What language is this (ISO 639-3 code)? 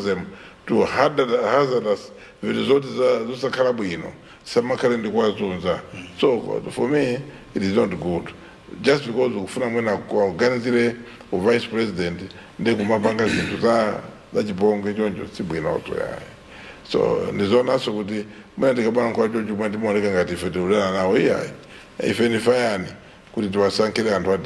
nya